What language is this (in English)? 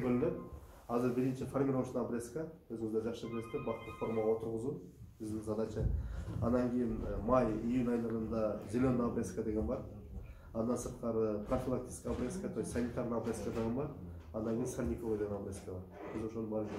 Kyrgyz